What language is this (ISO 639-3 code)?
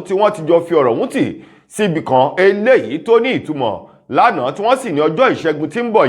yor